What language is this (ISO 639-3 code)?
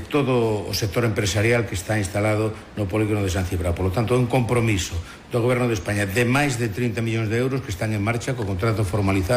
glg